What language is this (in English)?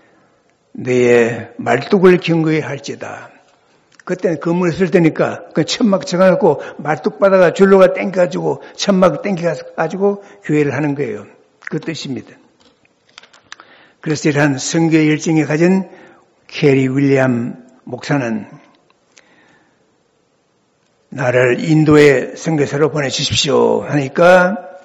Korean